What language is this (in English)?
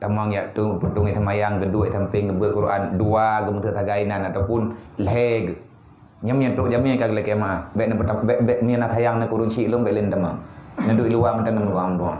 Achinese